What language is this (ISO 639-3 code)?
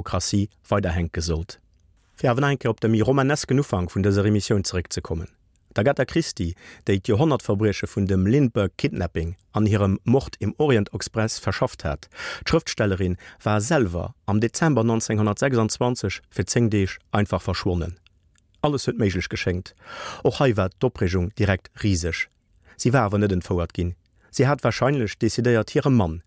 ltz